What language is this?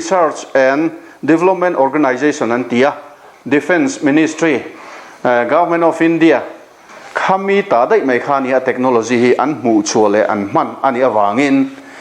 Mizo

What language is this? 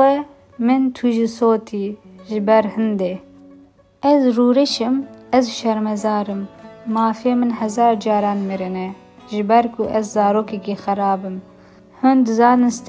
Kurdish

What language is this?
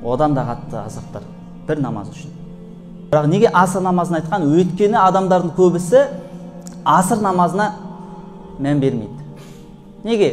Kazakh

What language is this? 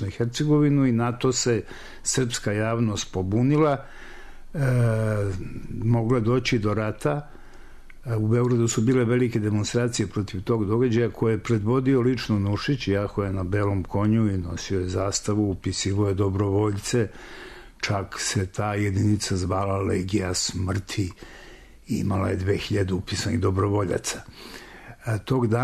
Serbian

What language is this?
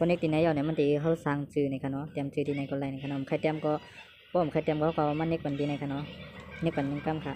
Shan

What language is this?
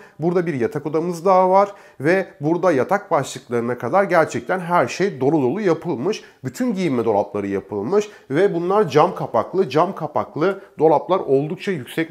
Turkish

